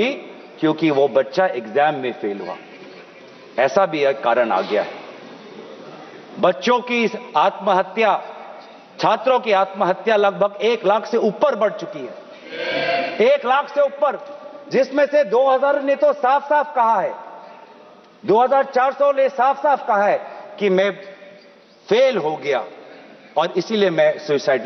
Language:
Hindi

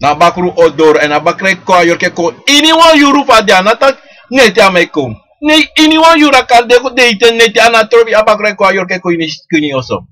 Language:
Sranan Tongo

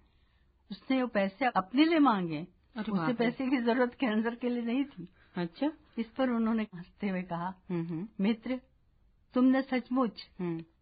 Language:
Hindi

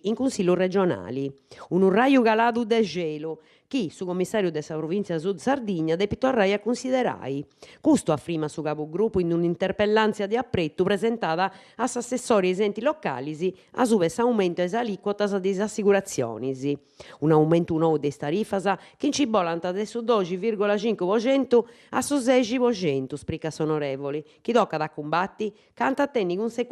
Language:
Sardinian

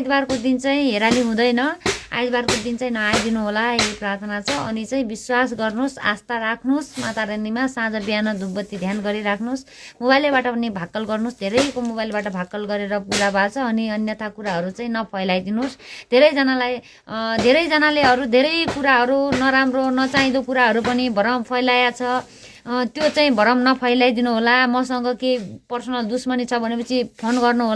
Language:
Nepali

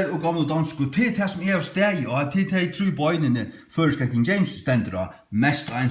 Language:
Faroese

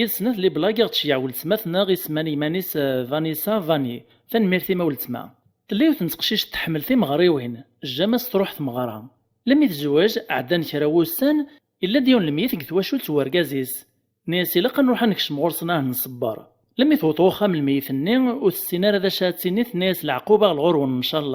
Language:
Kabyle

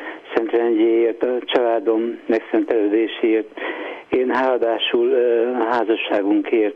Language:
Hungarian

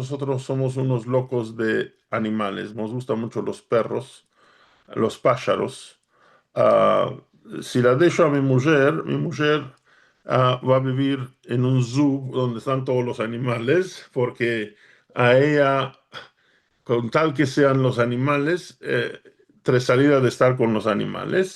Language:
Ladino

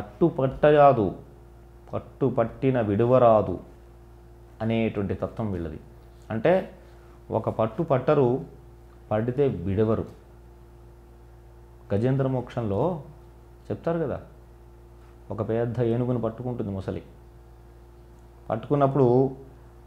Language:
Telugu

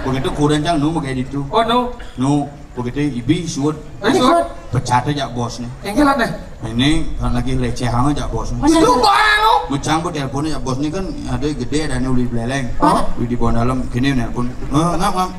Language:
Balinese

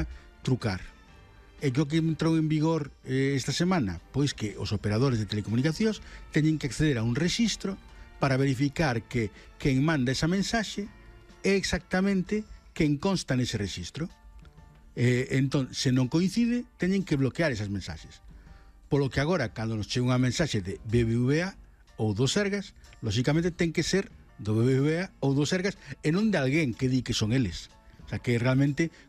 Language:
Galician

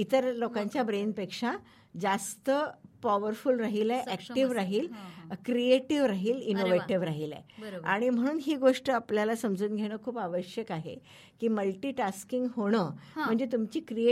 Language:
Marathi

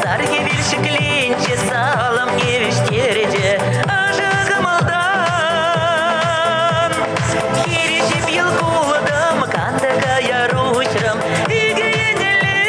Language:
Chuvash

